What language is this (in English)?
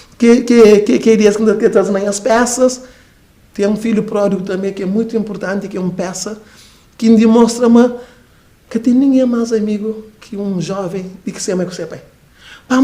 Kabuverdianu